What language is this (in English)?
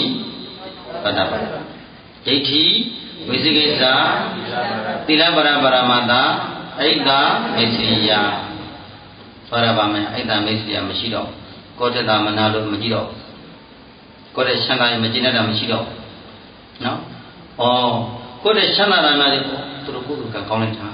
Burmese